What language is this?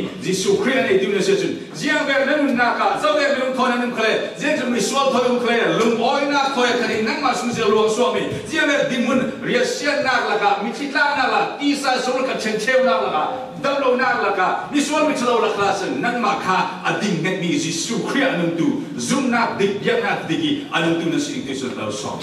Falam Chin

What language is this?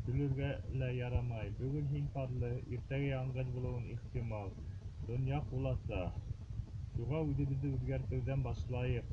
Bashkir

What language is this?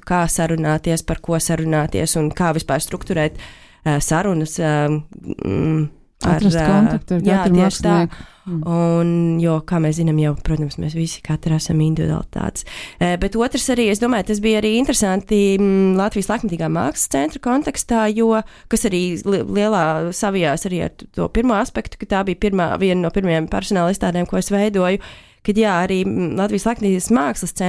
Latvian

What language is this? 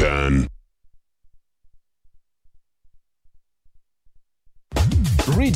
Kinyarwanda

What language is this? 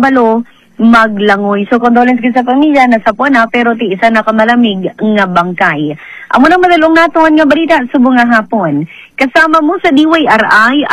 Hiligaynon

